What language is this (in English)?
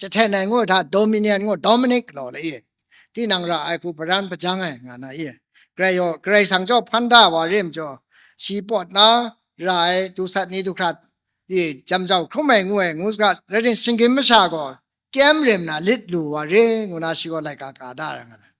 Kachin